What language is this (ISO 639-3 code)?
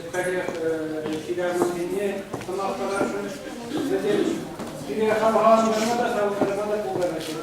chv